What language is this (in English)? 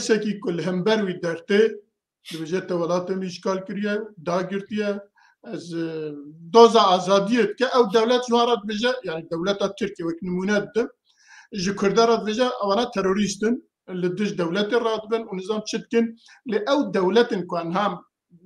Kurdish